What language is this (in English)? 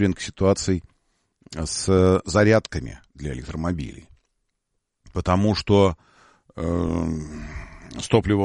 Russian